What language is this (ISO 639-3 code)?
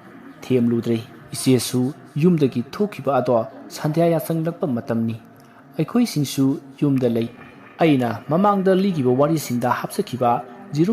mni